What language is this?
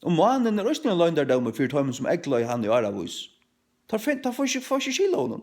Faroese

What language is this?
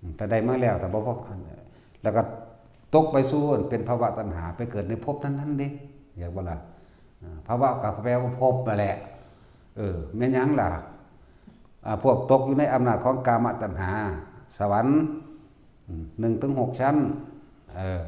Northeastern Thai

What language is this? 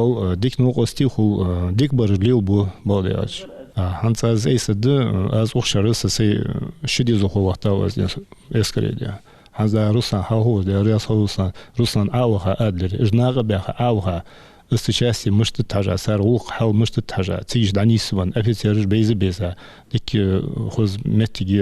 Ingush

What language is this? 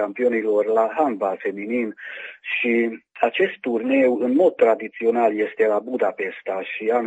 Romanian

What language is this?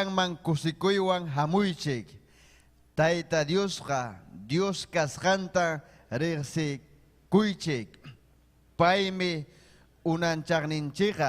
Ayacucho Quechua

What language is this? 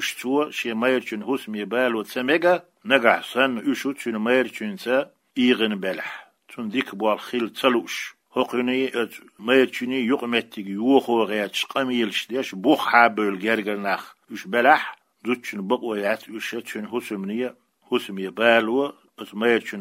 Chechen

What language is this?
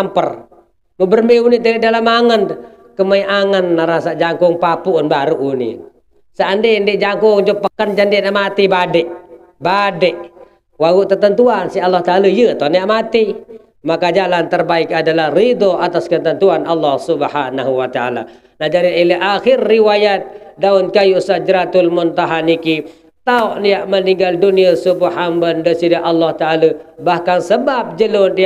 Sasak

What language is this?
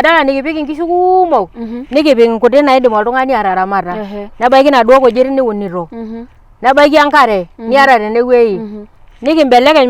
Masai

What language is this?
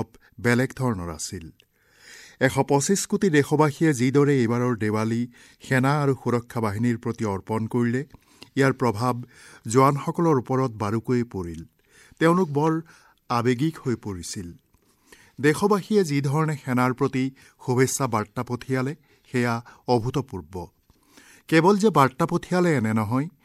Assamese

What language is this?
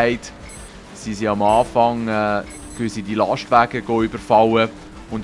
Swiss German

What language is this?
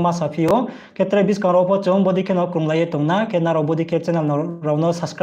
Riang (India)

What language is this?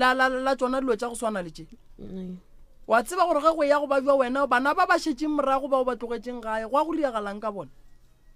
Northern Sotho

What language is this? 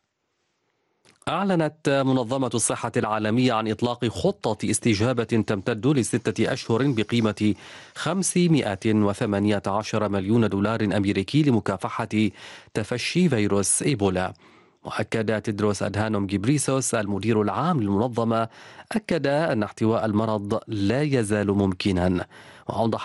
Arabic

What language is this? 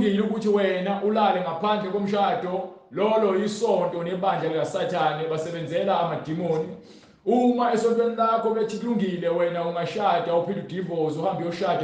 Zulu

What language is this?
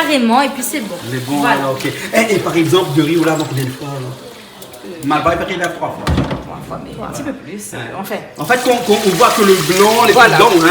Réunion Creole French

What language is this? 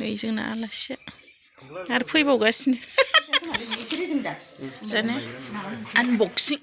Bodo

